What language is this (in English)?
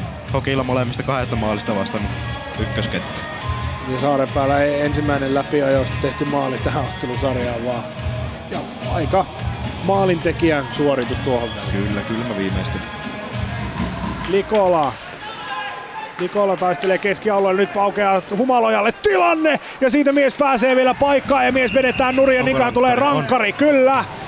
Finnish